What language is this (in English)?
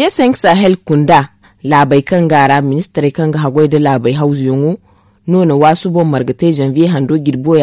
Zarma